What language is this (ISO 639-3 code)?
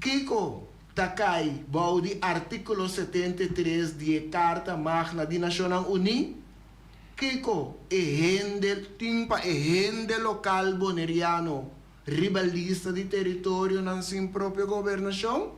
pap